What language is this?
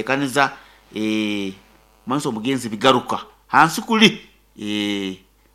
Nyoro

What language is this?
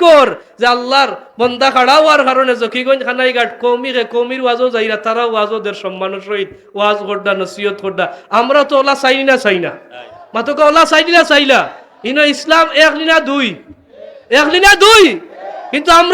Sylheti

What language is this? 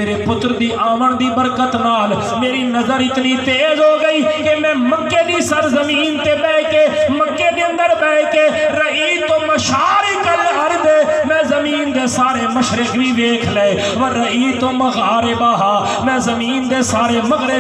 Saraiki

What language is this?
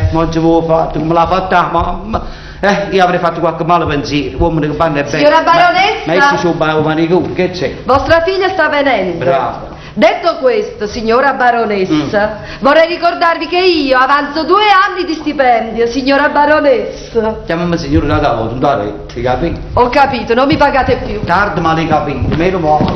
Neapolitan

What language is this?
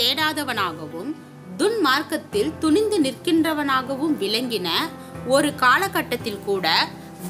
Tamil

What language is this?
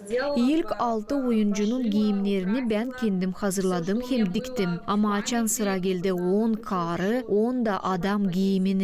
Gagauz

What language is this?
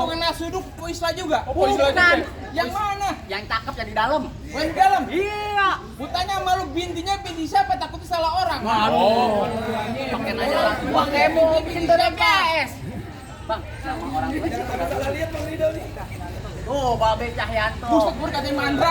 Betawi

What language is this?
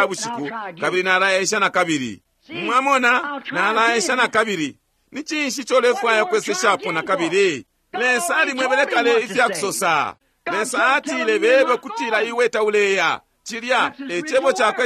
Bemba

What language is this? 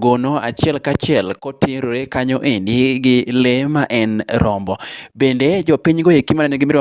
Luo (Kenya and Tanzania)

